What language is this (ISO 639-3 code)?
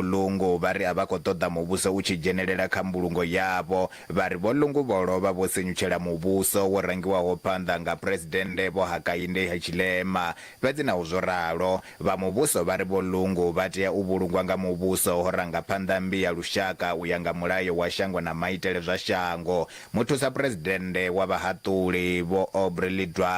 ven